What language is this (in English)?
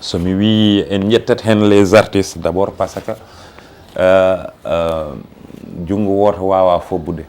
Fula